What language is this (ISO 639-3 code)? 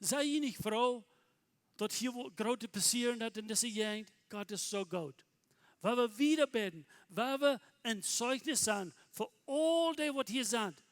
pdt